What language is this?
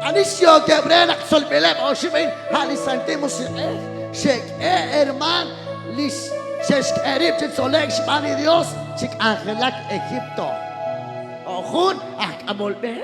Kekchí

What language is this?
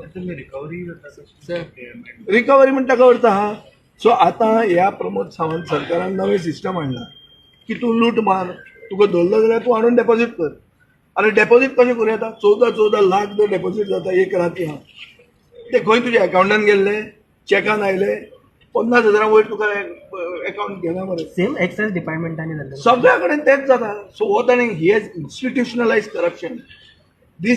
Konkani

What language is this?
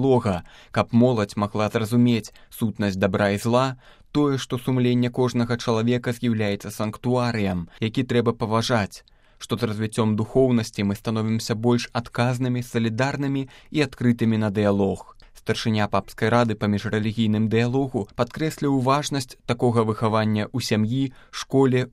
Belarusian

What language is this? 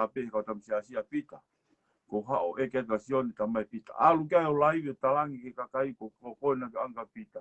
Tongan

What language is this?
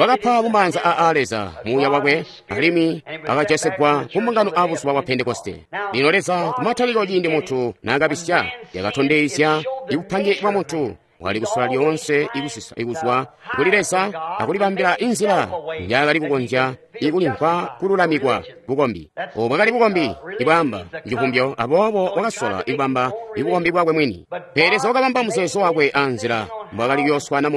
Tonga (Zambia)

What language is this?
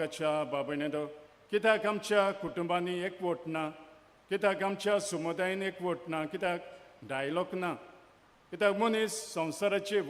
Konkani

